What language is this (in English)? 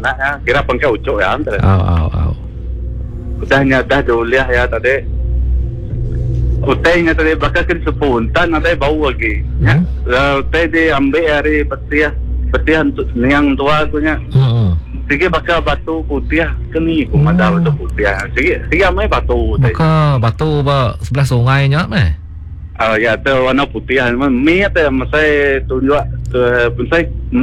Iban